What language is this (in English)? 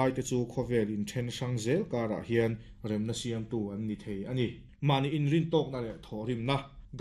Mizo